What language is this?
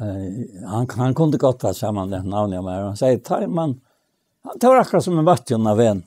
Faroese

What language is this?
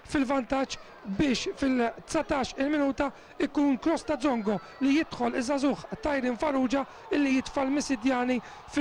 Maltese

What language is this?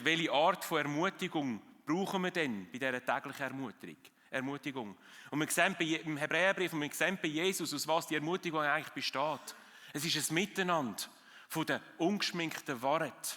Swiss German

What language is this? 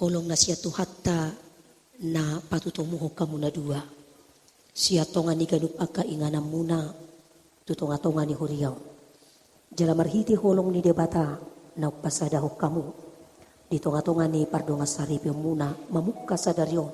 Batak Toba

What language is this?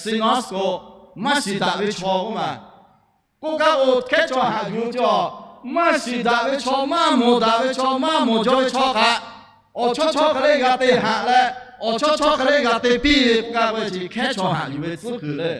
Lahu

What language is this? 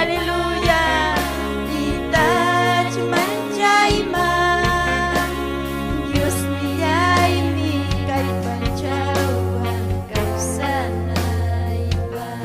Ayacucho Quechua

